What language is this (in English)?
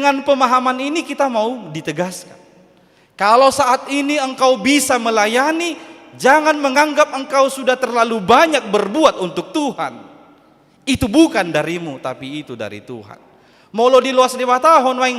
Batak Toba